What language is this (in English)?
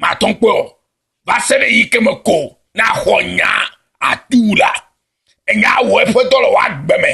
Ewe